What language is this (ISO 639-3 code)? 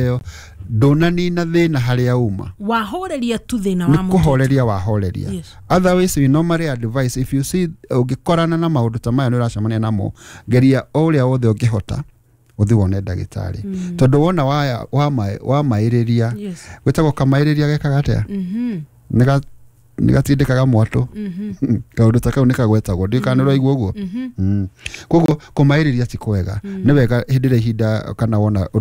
kik